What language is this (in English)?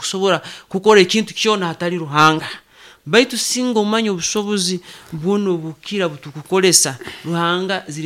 Nyoro